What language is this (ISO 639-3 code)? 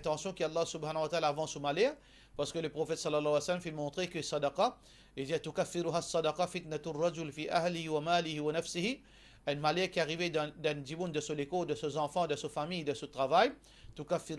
mfe